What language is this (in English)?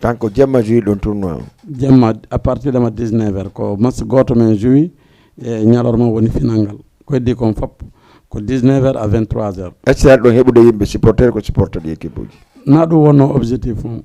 Fula